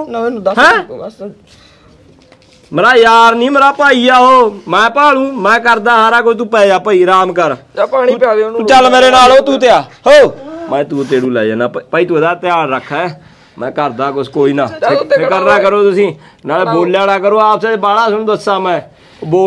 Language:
Punjabi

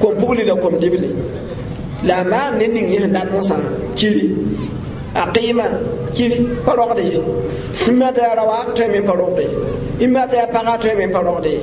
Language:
Mossi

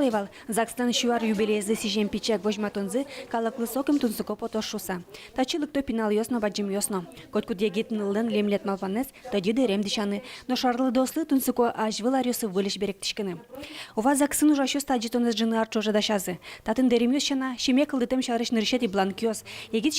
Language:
Udmurt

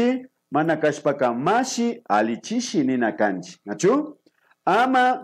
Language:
Imbabura Highland Quichua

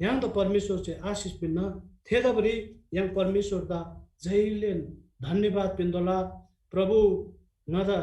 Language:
Eastern Tamang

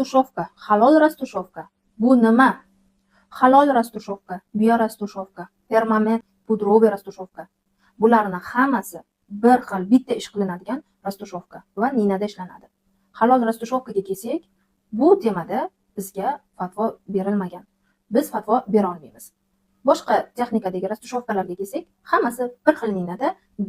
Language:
Uzbek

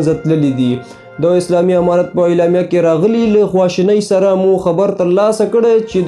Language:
Pashto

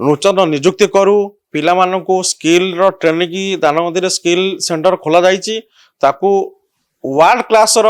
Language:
Odia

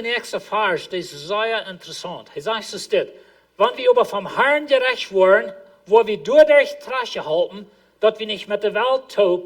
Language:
Plautdietsch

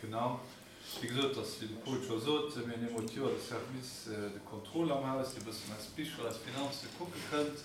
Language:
Luxembourgish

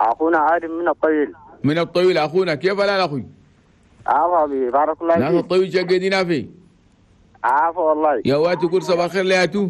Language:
Chadian Arabic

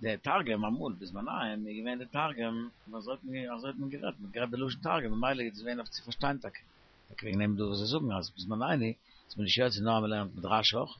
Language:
Yiddish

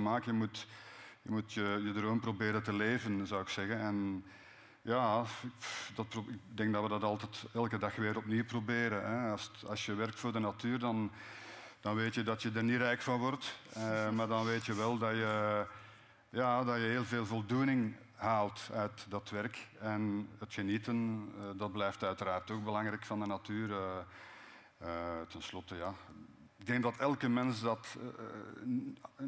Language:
Dutch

